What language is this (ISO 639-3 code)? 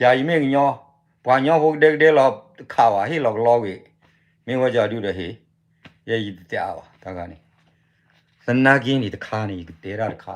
ksw